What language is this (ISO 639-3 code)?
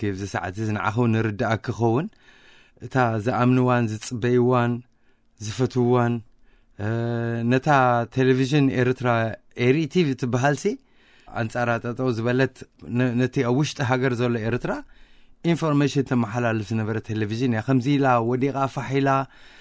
tir